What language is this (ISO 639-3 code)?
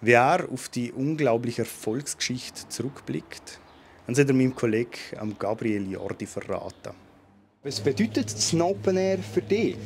gsw